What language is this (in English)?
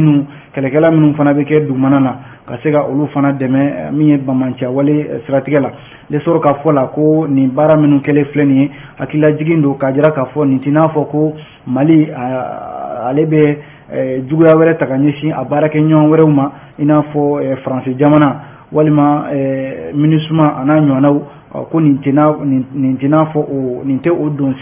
Bambara